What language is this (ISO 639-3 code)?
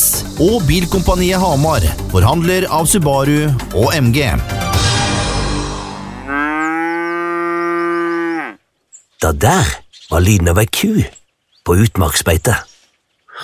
nor